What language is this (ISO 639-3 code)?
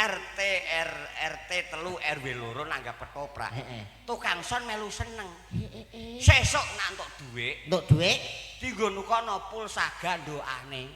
jav